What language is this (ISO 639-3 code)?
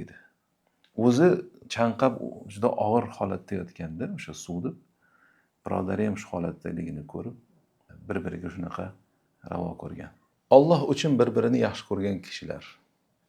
uzb